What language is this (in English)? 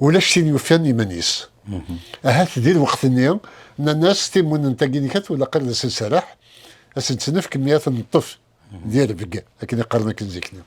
Kabyle